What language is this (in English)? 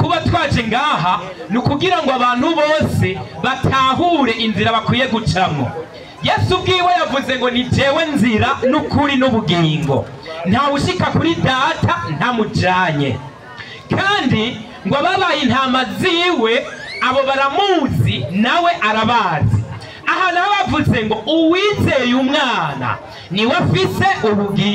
Rundi